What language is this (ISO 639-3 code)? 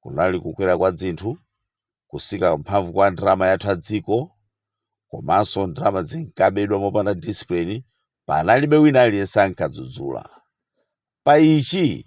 nya